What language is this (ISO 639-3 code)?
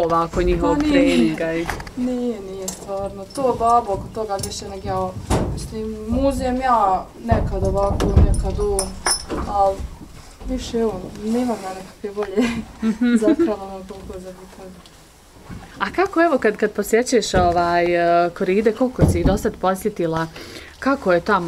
bos